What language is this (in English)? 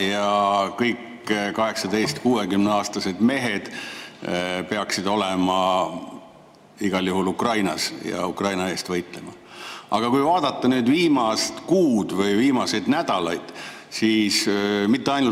Estonian